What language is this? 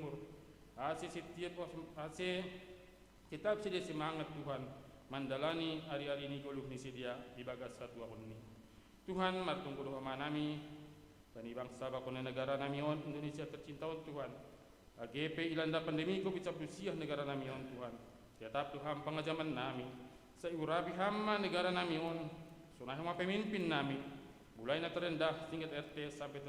Batak Simalungun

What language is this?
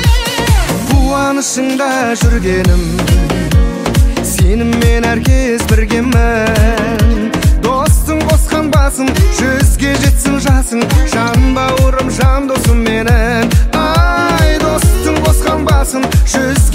Kazakh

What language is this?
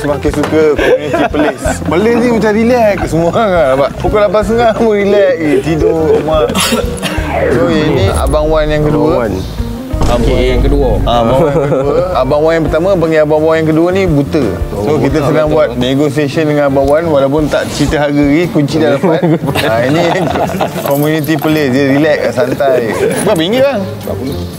Malay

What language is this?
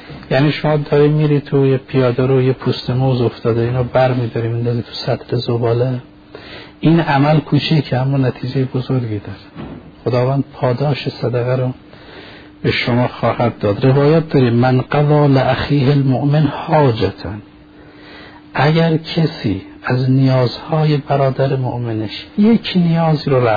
Persian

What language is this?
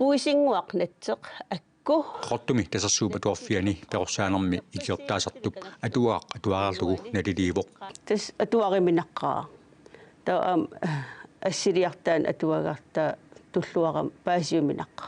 Kalaallisut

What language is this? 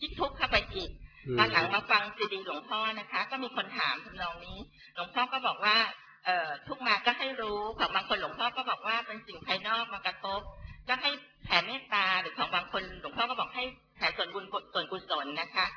Thai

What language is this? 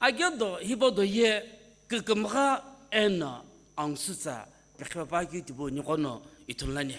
Sumi Naga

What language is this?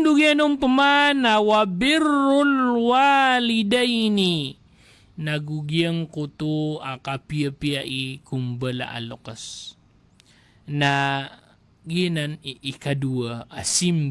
Maranao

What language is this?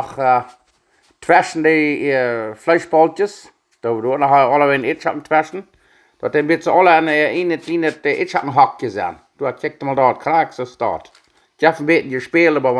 Plautdietsch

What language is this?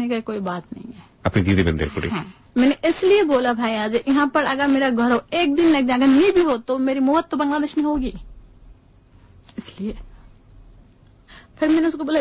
Bangla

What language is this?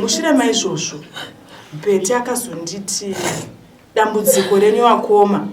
Shona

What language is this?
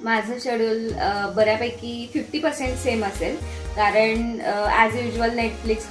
Marathi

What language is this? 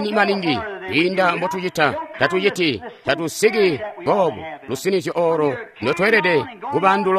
Tonga (Zambia)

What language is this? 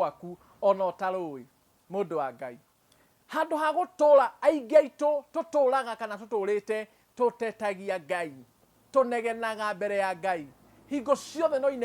Kikuyu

